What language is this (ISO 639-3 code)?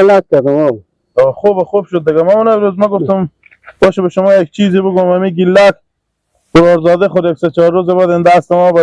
haz